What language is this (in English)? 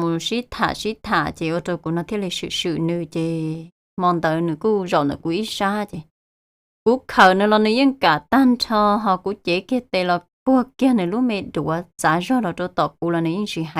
Hmong